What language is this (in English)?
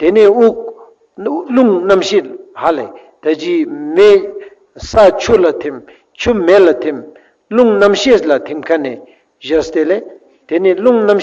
Ladakhi